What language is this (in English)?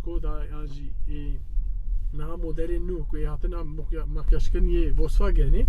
Kurdish